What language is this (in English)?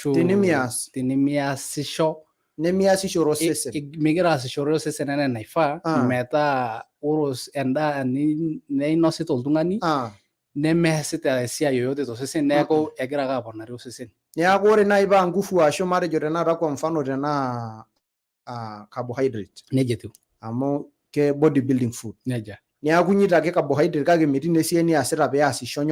Masai